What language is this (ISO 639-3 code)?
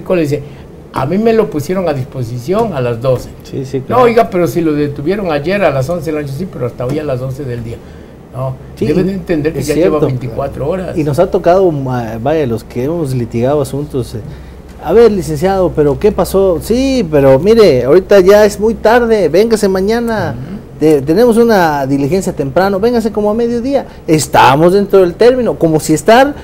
spa